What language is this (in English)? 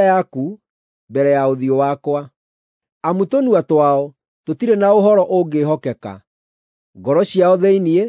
Kikuyu